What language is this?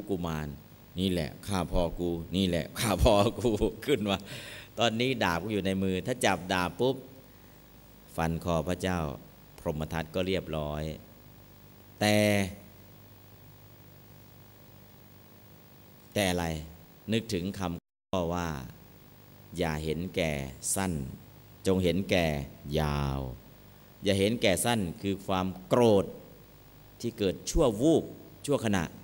Thai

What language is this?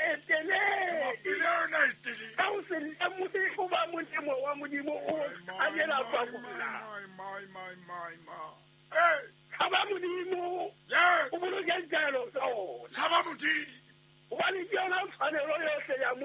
Southern Sotho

